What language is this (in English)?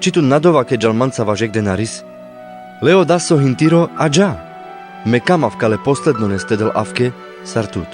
Carpathian Romani